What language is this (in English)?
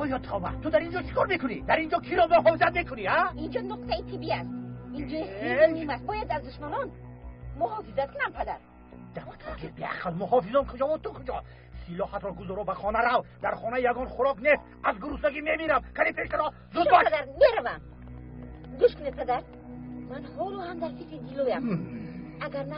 Tajik